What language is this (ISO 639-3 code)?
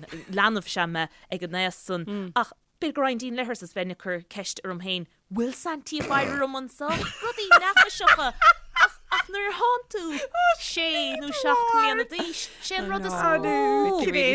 gle